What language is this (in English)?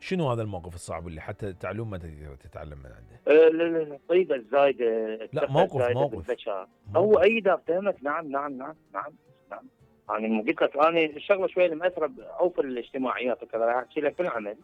Mesopotamian Arabic